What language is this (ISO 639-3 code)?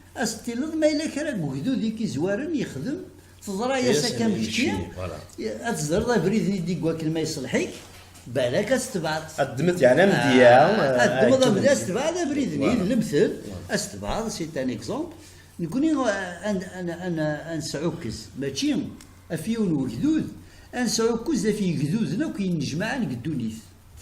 kab